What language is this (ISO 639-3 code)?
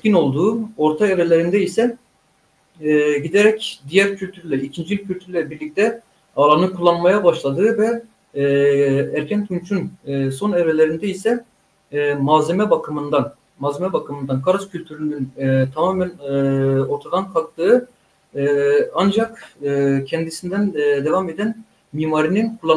tur